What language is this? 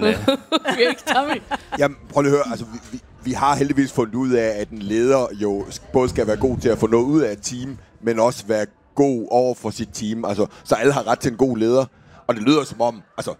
Danish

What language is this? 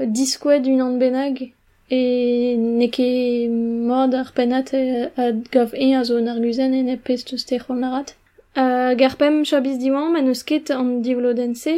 Breton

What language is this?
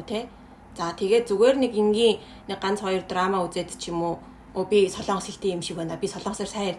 Mongolian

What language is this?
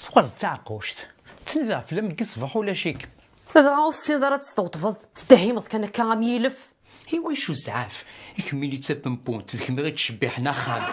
Kabyle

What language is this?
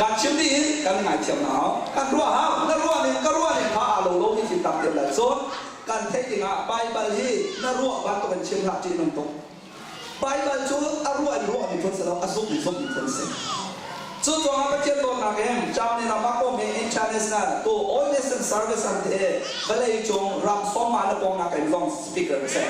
Hakha Chin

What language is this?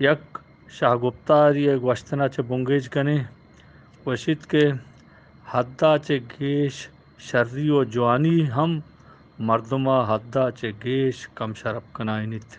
Eastern Balochi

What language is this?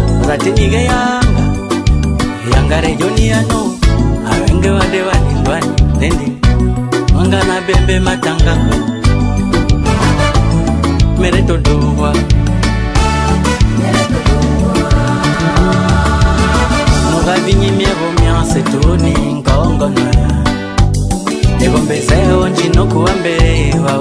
Swahili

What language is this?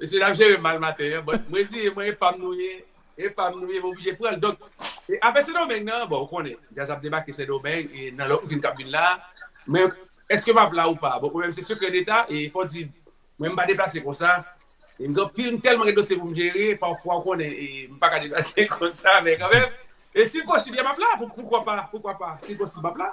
Haitian Creole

